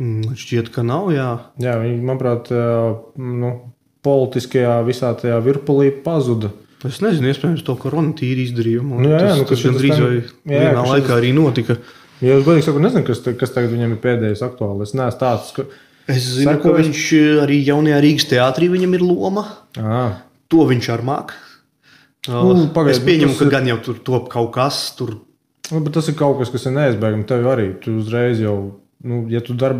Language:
Latvian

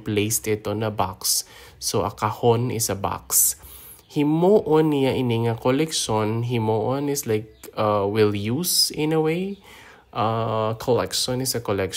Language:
Hiligaynon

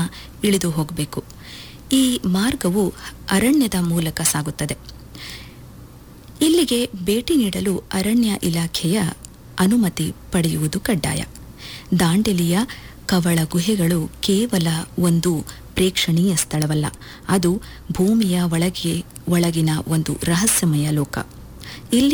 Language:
Kannada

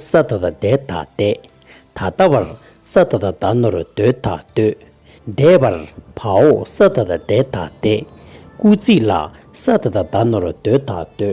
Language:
Tibetan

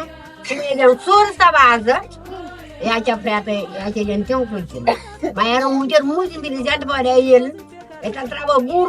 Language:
Kabuverdianu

